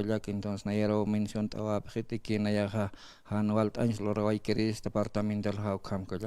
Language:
Aymara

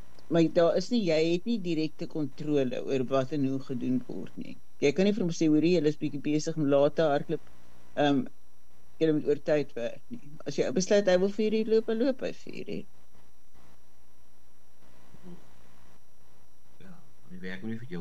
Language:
Afrikaans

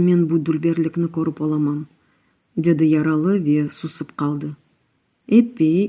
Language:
Crimean Tatar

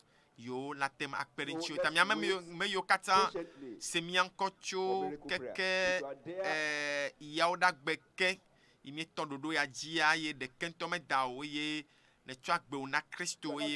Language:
Ewe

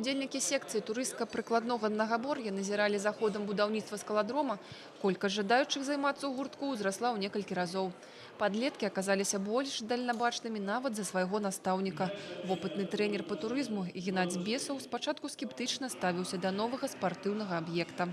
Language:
Belarusian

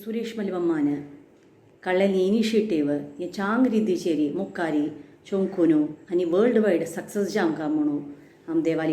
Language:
Konkani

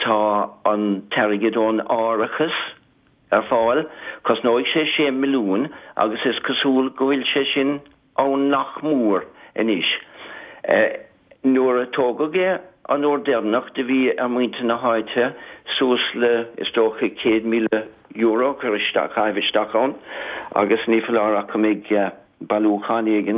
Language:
Irish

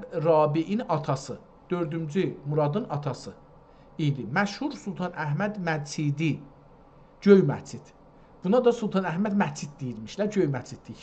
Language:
South Azerbaijani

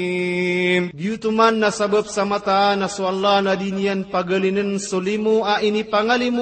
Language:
Maranao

